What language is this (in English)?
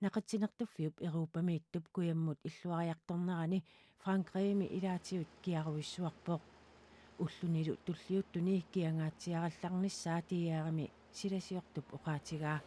Kalaallisut